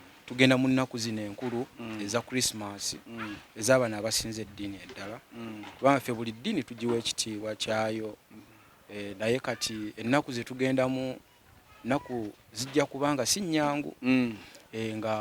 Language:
Ganda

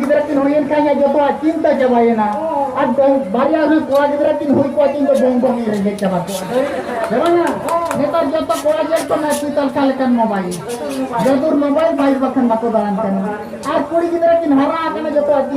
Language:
Santali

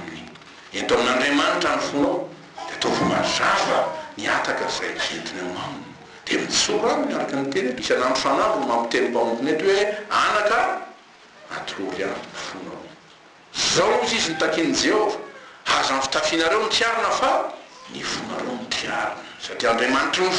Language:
Malagasy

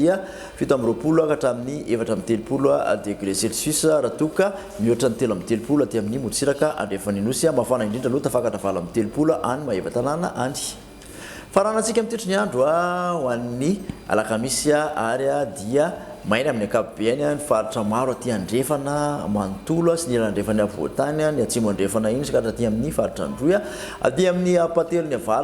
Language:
Malagasy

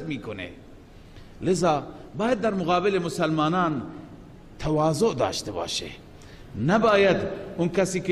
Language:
Persian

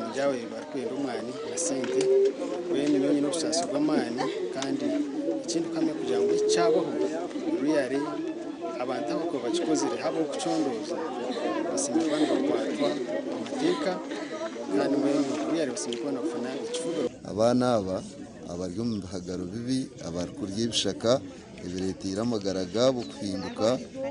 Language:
Nyankole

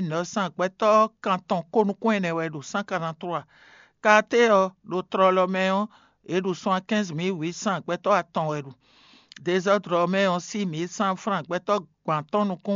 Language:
Fon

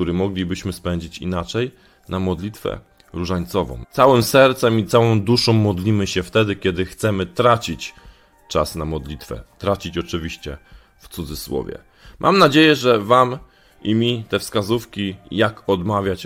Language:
Polish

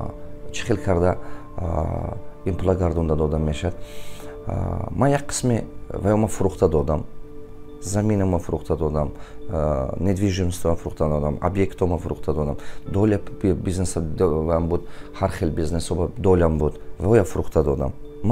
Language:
Tajik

